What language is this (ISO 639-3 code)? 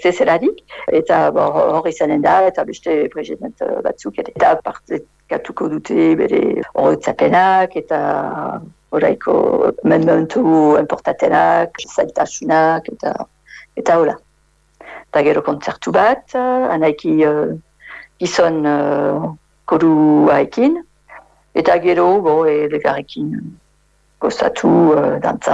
eus